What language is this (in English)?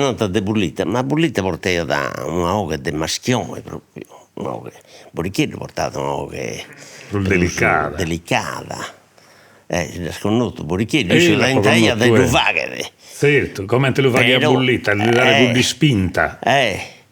Sardinian